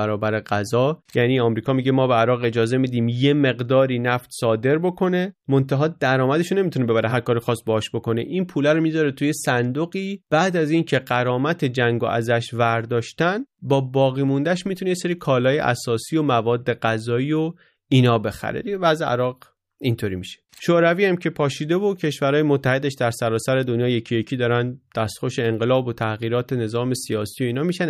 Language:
Persian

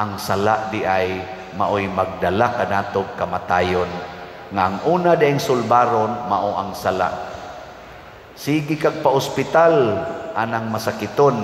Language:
Cebuano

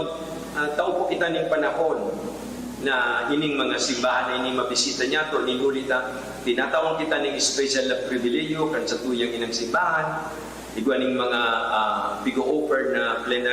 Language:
Bikol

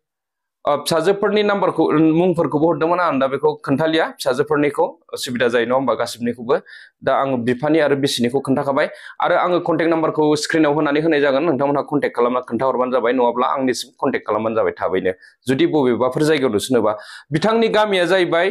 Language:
Bodo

